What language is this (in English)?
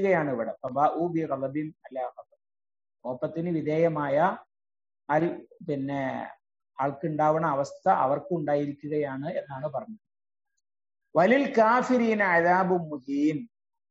Malayalam